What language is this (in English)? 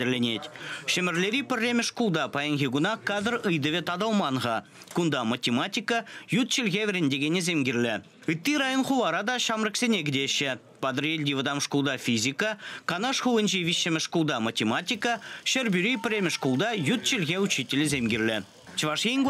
Chuvash